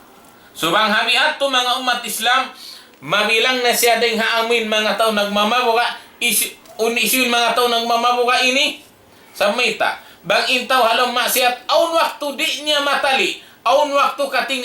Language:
Tausug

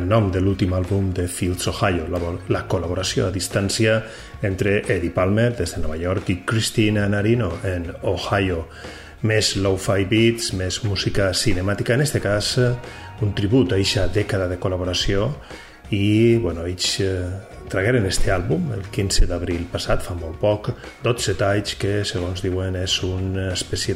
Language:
Catalan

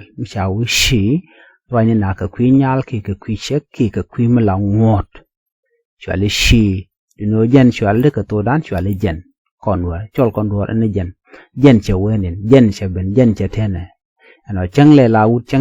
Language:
Nuer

